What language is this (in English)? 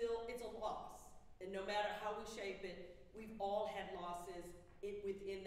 English